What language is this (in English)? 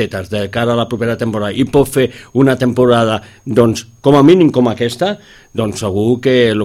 Catalan